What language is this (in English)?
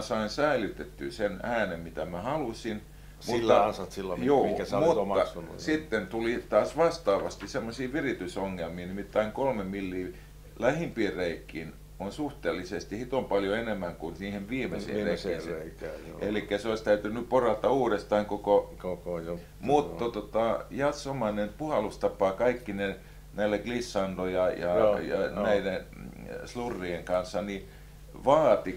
Finnish